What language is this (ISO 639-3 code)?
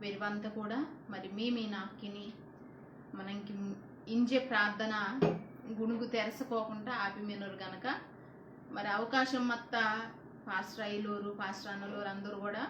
kff